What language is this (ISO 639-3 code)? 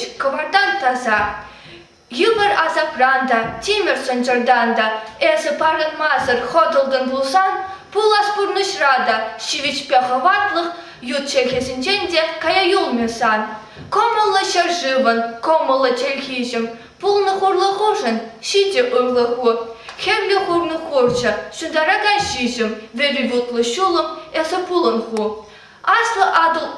chv